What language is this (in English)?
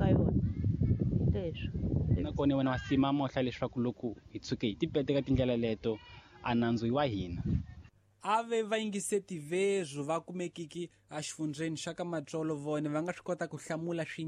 Tsonga